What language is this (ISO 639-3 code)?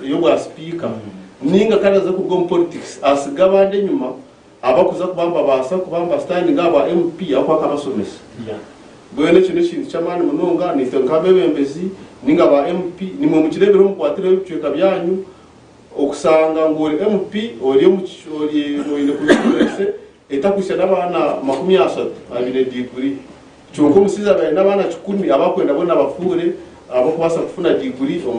nyn